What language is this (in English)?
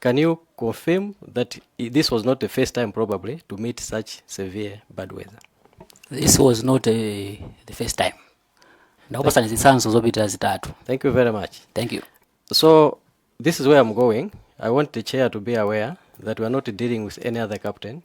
Nyanja